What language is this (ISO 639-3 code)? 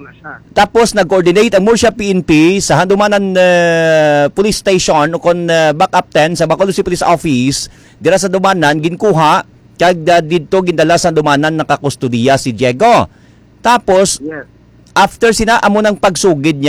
hil